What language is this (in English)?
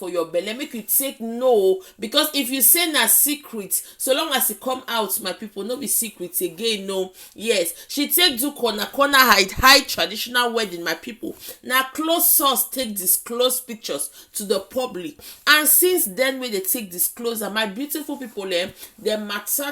Nigerian Pidgin